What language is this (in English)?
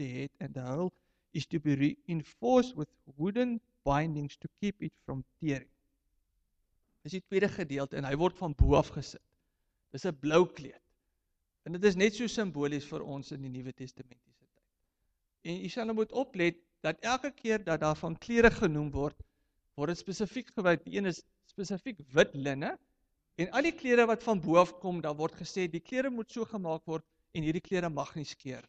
Afrikaans